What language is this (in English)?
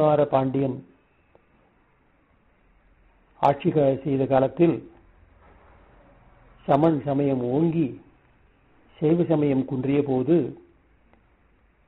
Tamil